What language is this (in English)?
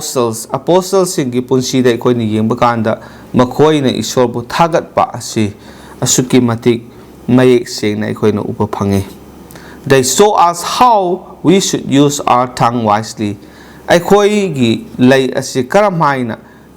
Manipuri